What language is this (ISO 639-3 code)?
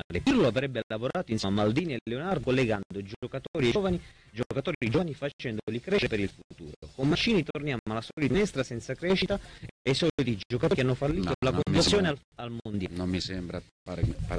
ita